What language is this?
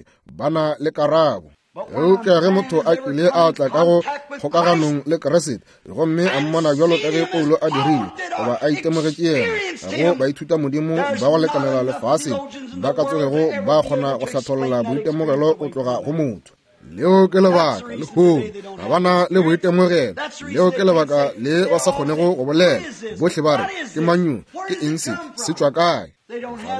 Northern Sotho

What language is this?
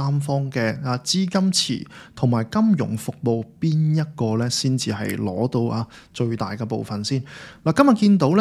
Cantonese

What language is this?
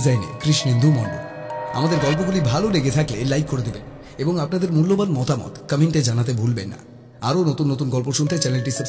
Bangla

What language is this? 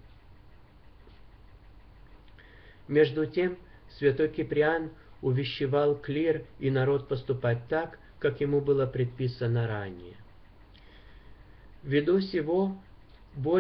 Russian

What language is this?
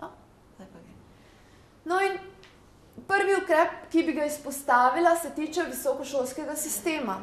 Slovenian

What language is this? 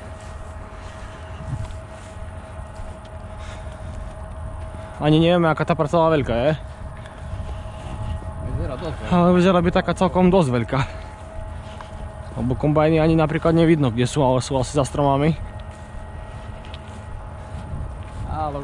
Slovak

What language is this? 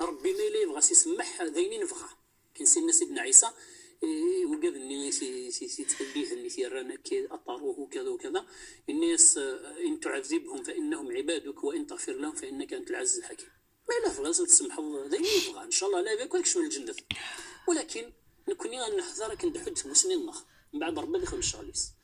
Moroccan Arabic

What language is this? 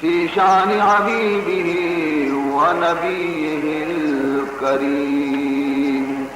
Baluchi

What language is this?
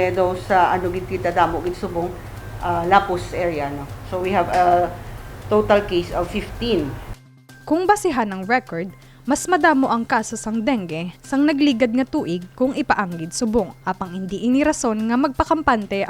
Hiligaynon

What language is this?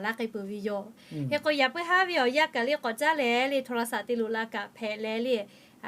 Lahu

